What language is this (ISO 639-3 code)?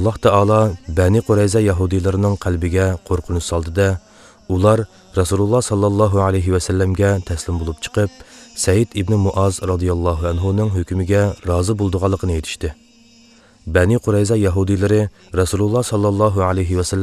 uig